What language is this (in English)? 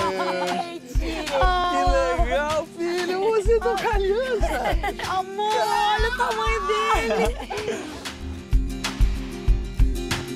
Portuguese